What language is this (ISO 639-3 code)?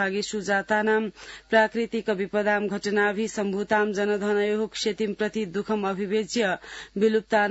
san